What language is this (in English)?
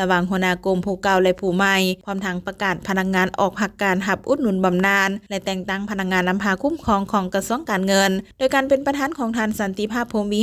Lao